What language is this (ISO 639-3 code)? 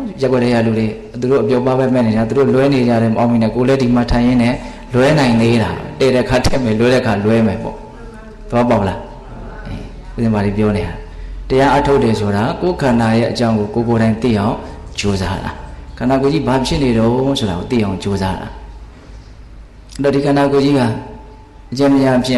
mya